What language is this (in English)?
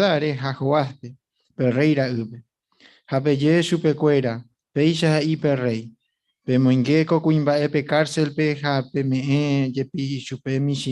Guarani